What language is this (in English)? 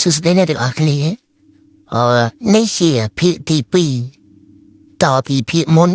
Khmer